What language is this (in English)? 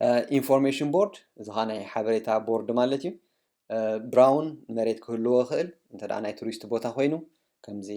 Tigrinya